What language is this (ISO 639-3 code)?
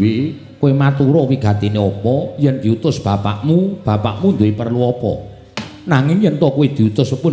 jav